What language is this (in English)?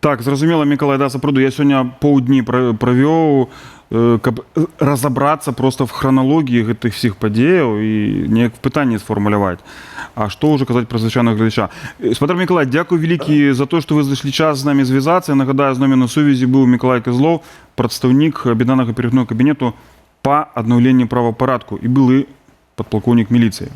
Belarusian